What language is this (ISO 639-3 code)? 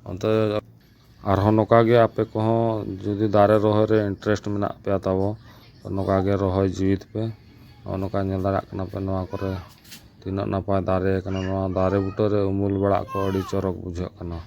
sat